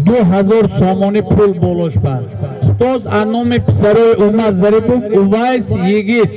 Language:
Tajik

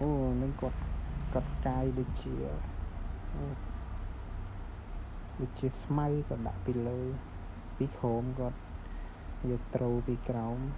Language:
Khmer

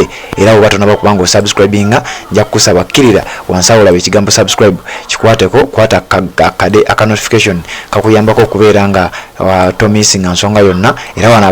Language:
Ganda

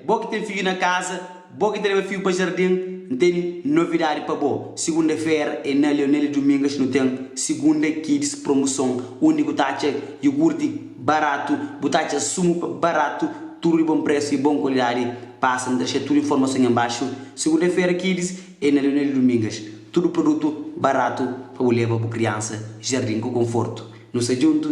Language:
Kabuverdianu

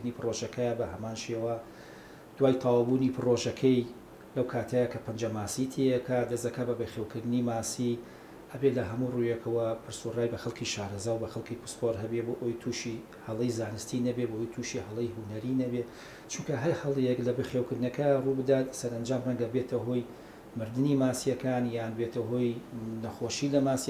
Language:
Central Kurdish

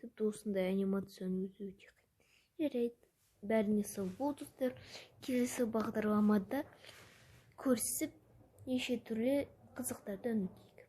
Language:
Kazakh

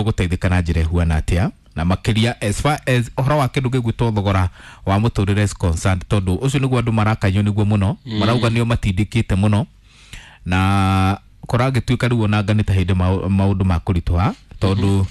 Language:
Kikuyu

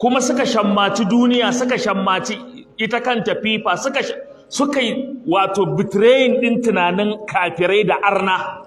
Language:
Hausa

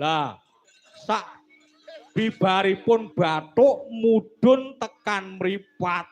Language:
Javanese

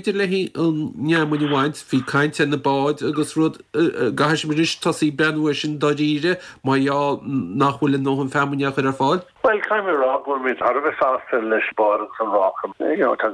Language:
Irish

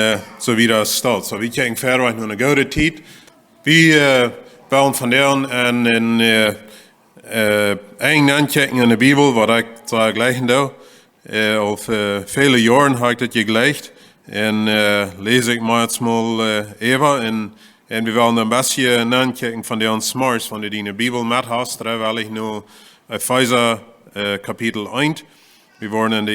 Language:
Plautdietsch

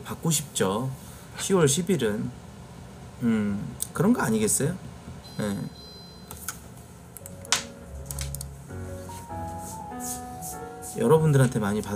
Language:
Korean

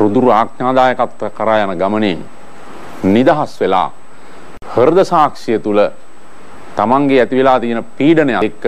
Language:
Sinhala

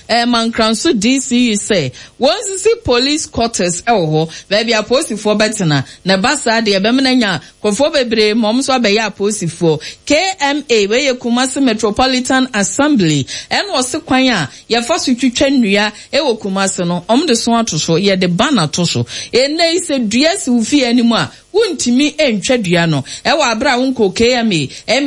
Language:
Akan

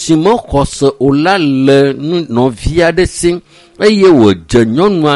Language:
Ewe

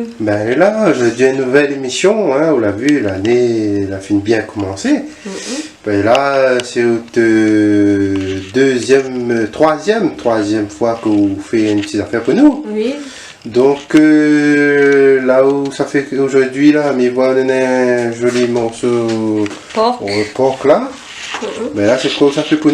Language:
Réunion Creole French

